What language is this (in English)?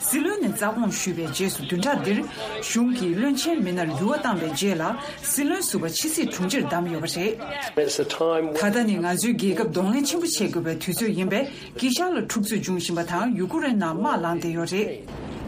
Tibetan